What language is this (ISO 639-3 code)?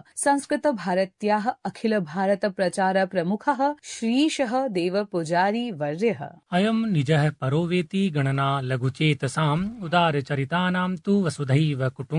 san